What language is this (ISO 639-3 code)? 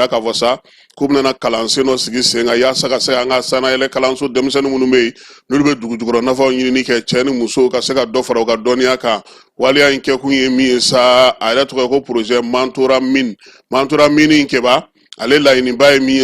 bam